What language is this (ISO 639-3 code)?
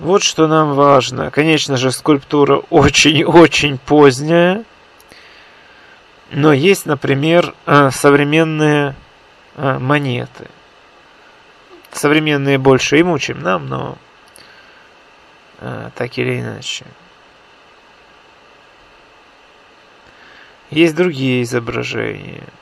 rus